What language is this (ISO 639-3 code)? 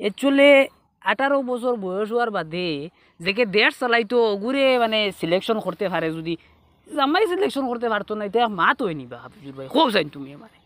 syl